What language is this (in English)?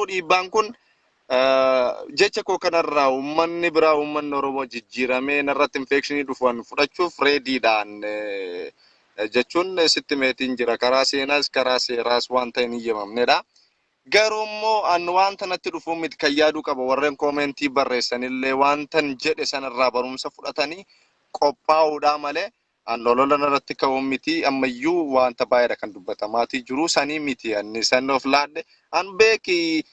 Oromo